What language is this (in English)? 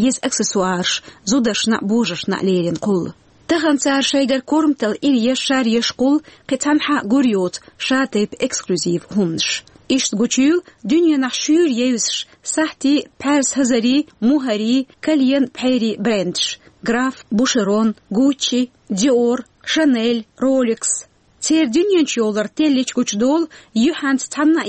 Chechen